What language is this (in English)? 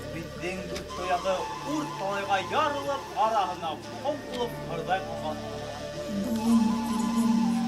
Bashkir